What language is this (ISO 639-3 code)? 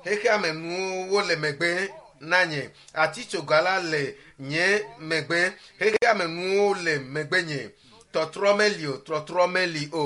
ewe